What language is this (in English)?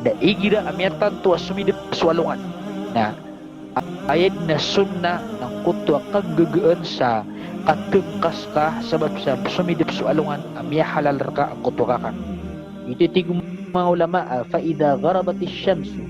Maranao